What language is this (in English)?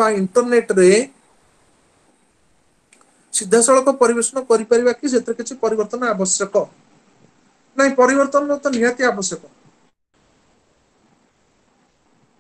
Odia